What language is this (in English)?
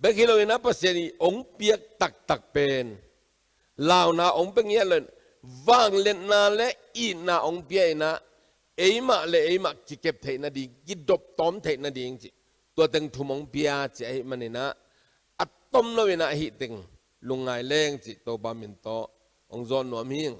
Tedim Chin